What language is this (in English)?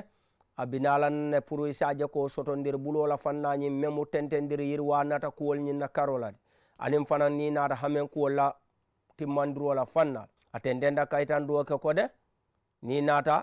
Mandingo